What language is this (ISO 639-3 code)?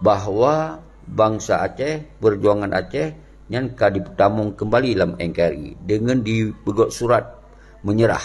ace